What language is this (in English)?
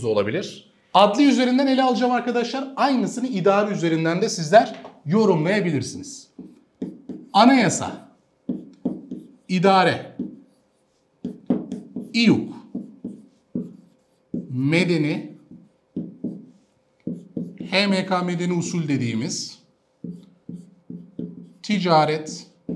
Turkish